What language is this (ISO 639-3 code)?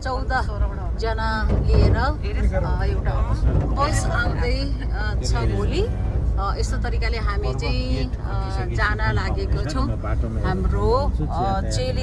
nep